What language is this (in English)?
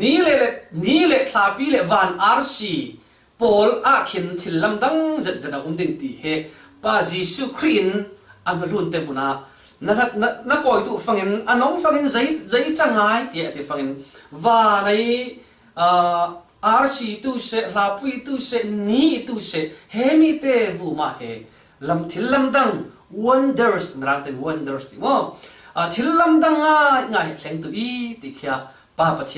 Falam Chin